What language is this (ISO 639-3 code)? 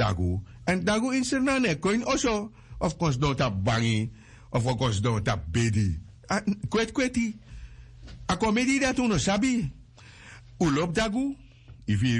srn